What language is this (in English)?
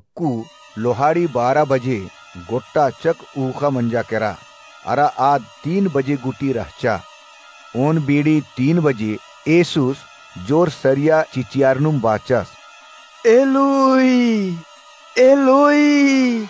Kurukh